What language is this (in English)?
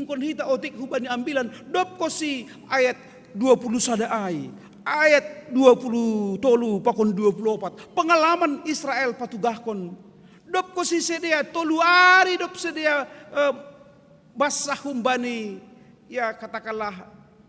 Batak Simalungun